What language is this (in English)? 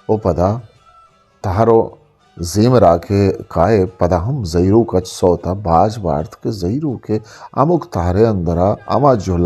Eastern Balochi